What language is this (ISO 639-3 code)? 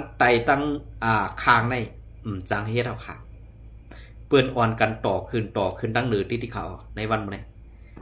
shn